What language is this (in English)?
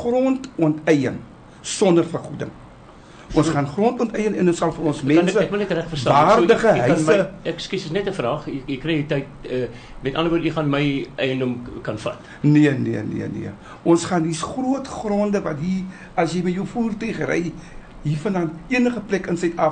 Afrikaans